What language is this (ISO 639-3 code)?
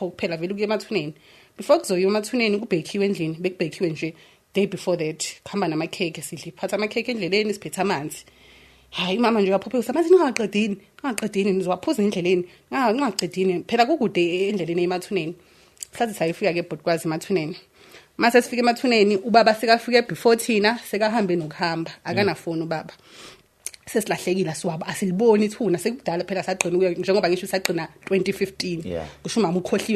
zul